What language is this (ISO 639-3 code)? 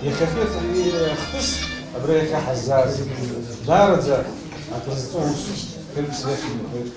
abk